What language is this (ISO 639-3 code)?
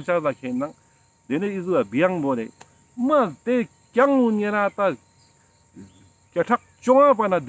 lbj